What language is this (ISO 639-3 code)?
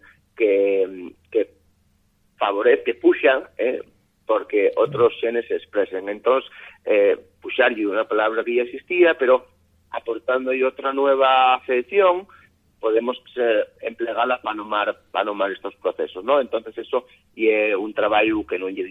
ast